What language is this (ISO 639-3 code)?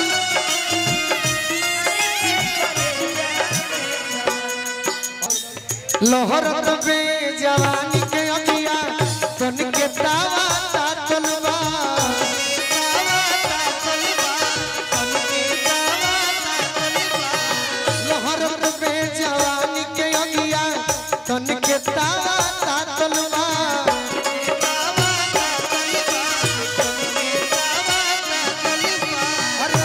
bho